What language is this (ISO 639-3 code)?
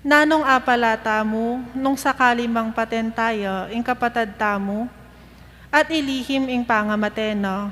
pam